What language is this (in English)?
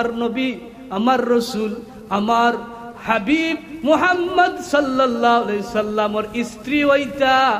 Sylheti